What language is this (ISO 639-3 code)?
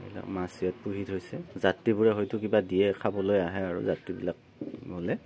asm